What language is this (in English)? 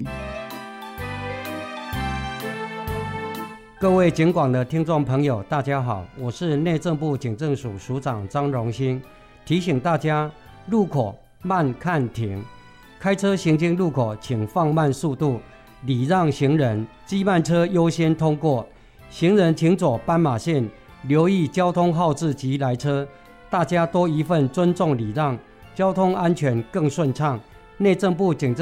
Chinese